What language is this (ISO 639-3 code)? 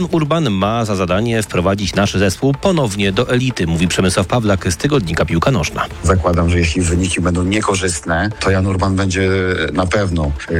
pol